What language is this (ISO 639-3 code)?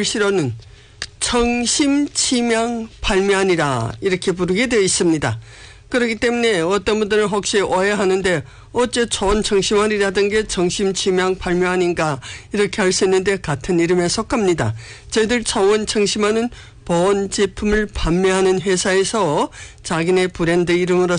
kor